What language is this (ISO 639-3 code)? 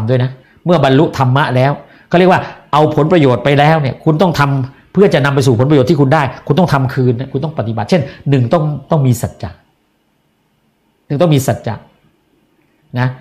tha